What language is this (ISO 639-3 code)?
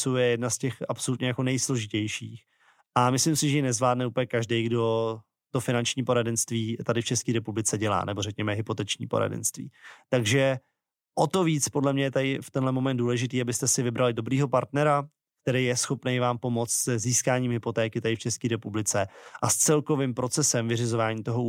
ces